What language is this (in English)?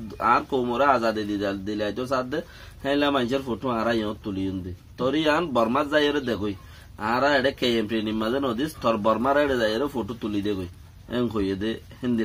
Rohingya